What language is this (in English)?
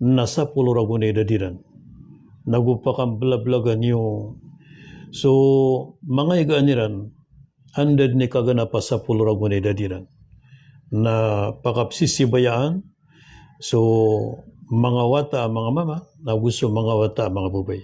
Maranao